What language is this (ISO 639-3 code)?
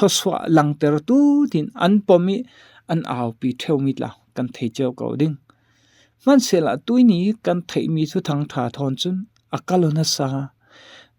cfm